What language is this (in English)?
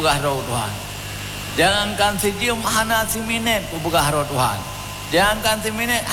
Achinese